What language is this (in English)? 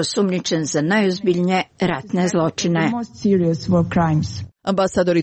Croatian